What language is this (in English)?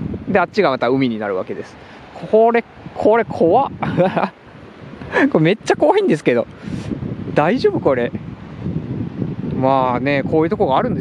Japanese